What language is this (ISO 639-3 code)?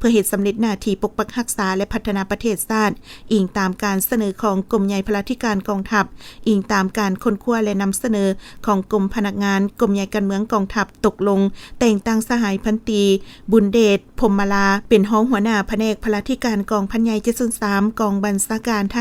lao